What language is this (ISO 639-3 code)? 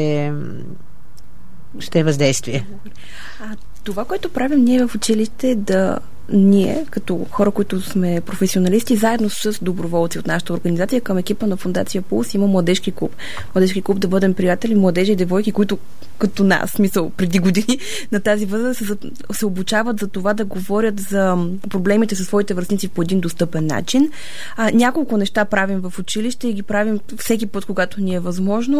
bul